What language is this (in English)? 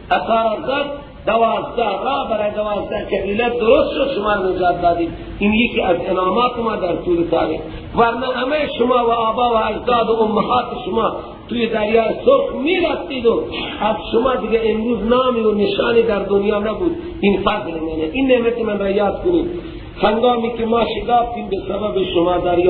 Persian